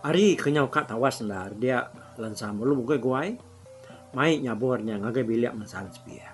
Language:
Iban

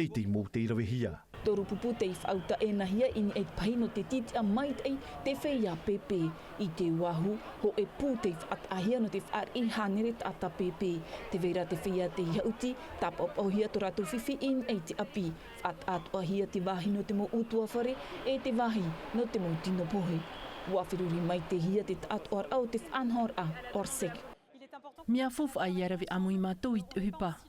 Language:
Tahitian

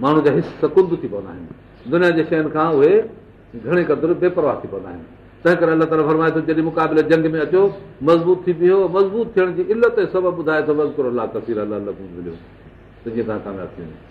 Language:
Sindhi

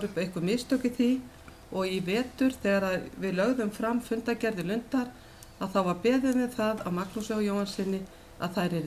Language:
Icelandic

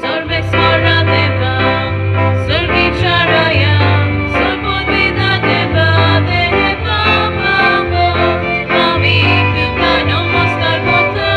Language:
Konkani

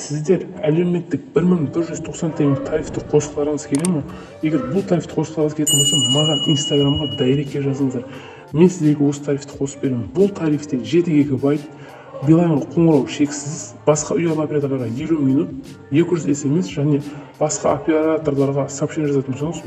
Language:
Kazakh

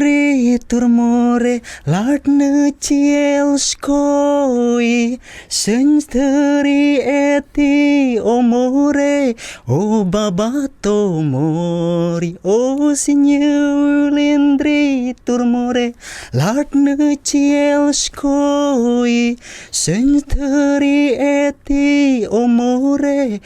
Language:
Albanian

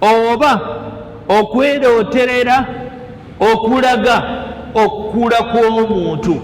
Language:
Ganda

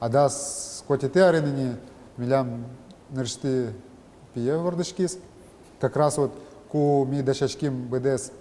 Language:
Udmurt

